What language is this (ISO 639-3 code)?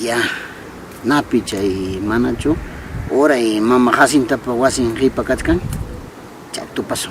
quy